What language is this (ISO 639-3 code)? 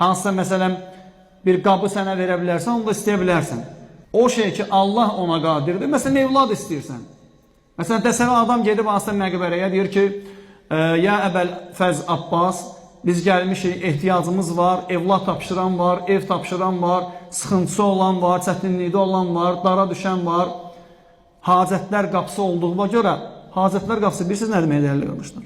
aze